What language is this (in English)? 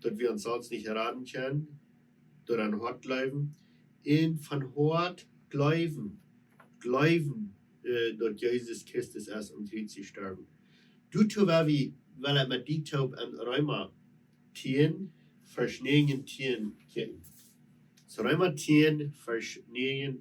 Plautdietsch